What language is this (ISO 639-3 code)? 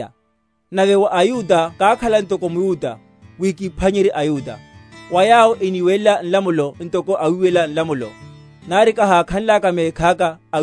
vmw